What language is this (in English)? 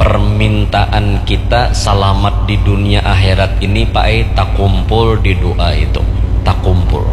Banjar